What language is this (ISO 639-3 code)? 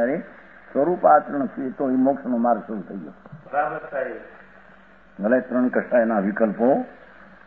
guj